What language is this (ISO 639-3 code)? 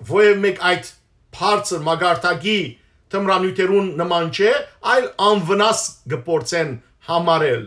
hyw